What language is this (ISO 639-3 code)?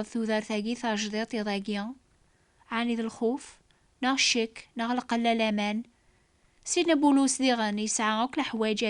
kab